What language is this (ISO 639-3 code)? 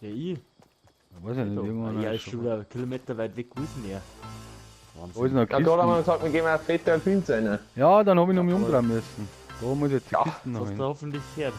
bar